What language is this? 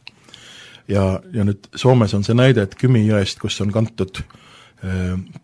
Estonian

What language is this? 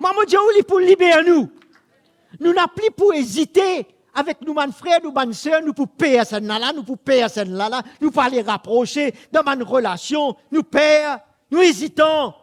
Morisyen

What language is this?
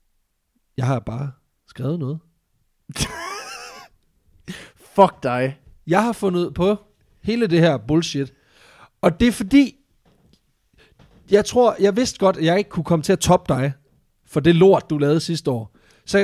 Danish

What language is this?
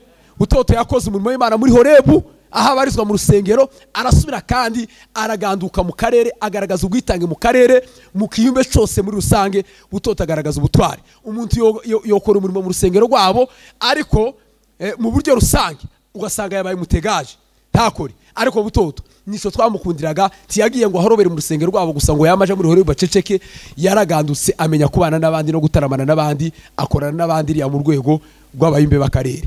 Rundi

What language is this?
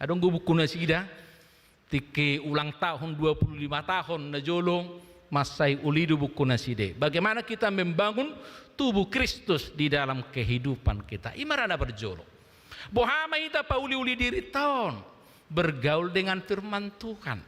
Batak Toba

